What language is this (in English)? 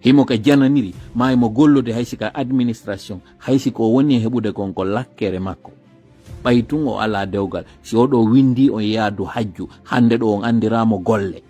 Fula